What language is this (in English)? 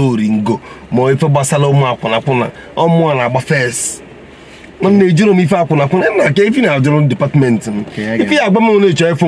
Igbo